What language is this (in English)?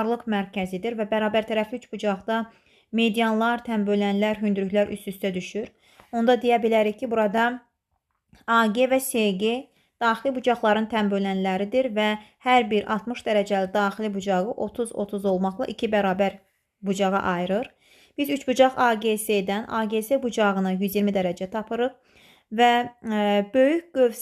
Azerbaijani